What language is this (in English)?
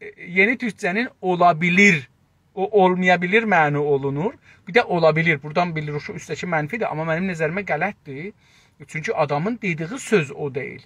South Azerbaijani